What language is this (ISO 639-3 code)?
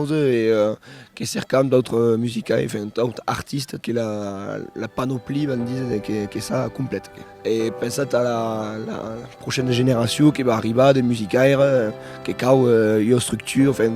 oci